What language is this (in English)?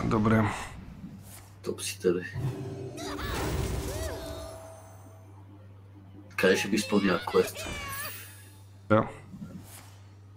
Bulgarian